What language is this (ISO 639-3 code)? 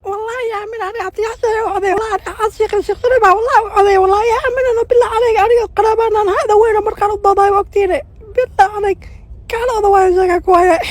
som